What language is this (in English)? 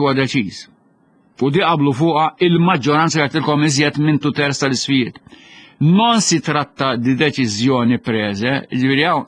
Maltese